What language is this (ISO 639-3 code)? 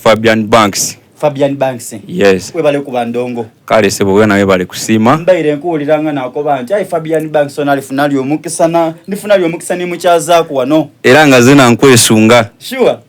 xog